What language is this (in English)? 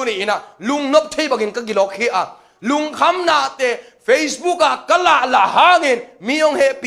Tedim Chin